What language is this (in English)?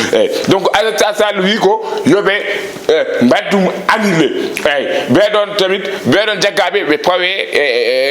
Fula